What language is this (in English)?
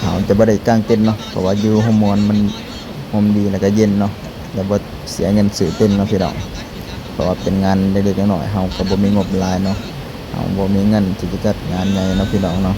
Lao